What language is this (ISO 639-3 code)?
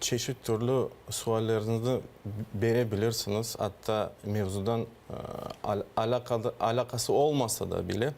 crh